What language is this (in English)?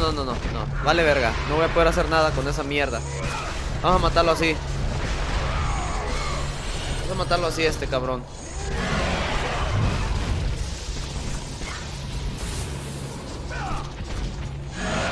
Spanish